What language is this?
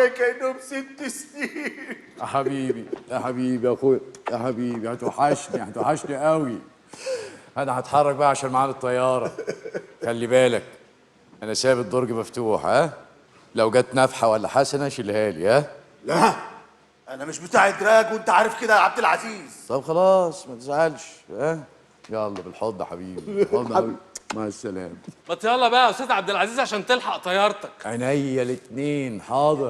Egyptian Arabic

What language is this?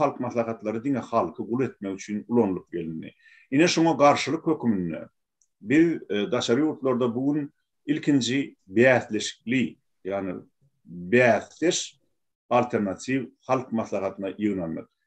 Turkmen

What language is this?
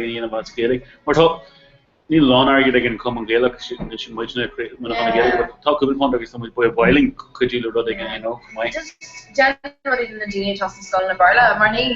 Irish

